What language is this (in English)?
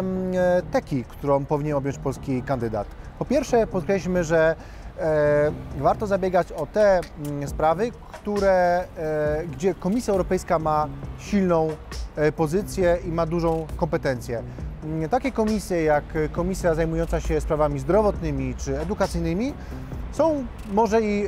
Polish